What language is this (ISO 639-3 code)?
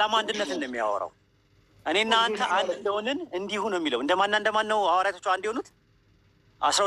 amh